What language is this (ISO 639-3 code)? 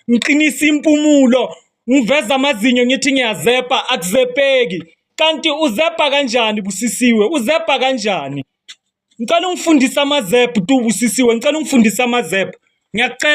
zul